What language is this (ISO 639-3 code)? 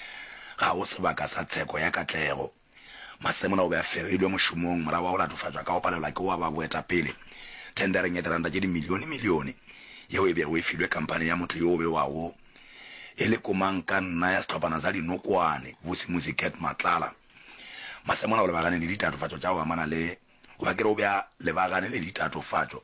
nso